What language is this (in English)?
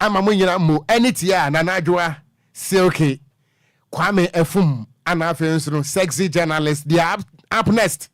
Akan